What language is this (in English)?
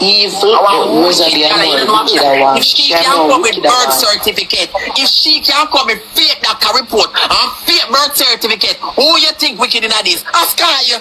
Jamaican Creole English